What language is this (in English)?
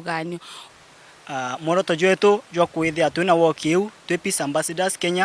Meru